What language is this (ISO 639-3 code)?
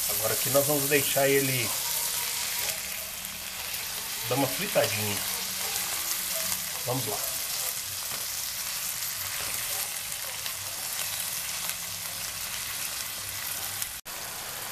por